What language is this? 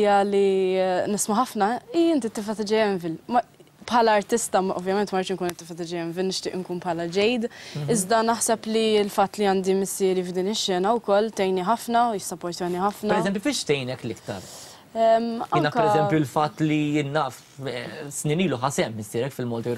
Maltese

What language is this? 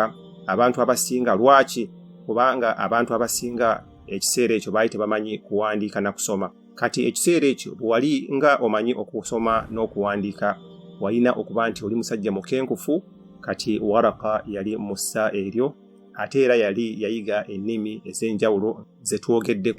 Ganda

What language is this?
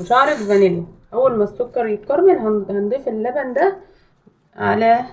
Egyptian Arabic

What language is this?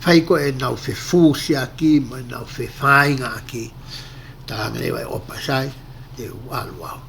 Tongan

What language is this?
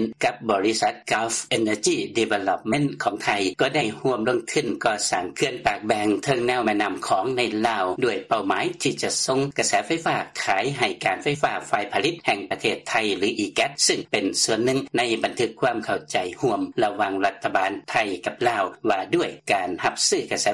Lao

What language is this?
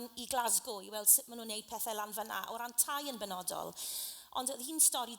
Welsh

